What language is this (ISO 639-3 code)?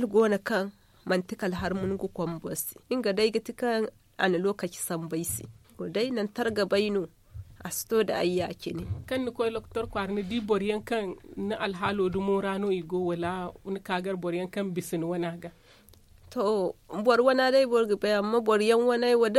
dje